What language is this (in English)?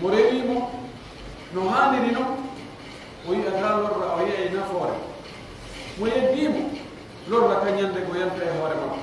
Pular